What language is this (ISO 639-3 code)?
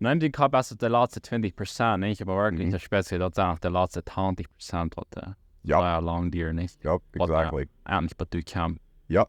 pdt